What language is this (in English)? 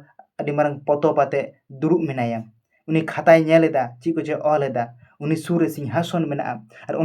Santali